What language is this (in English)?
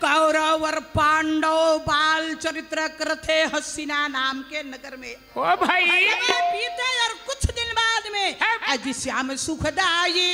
Chhattisgarhi